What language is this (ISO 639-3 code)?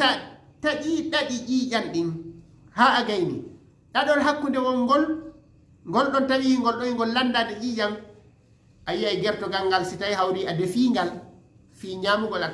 ful